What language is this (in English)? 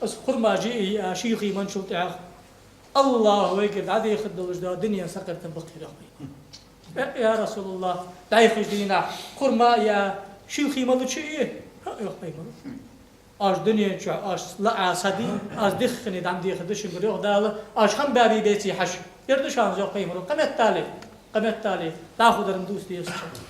Ingush